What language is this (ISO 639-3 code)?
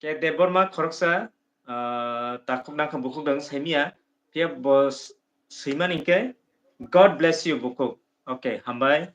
trp